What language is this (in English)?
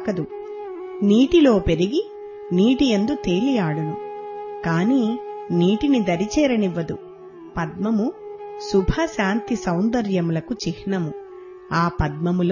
Telugu